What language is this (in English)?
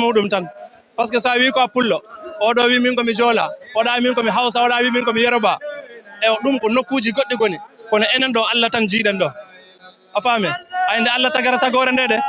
Fula